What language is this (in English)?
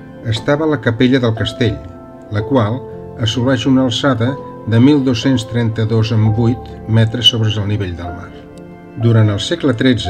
Catalan